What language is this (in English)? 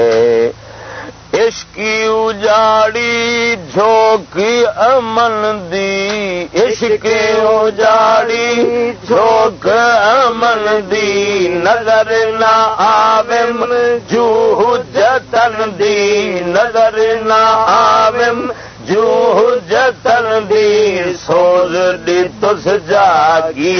Saraiki